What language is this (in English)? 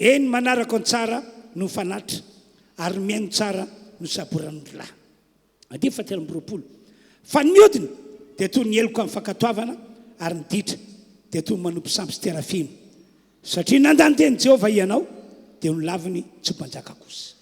Malagasy